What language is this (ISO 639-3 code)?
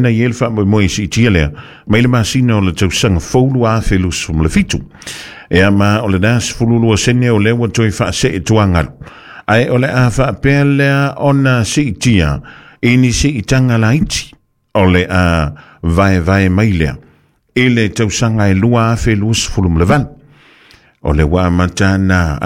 smo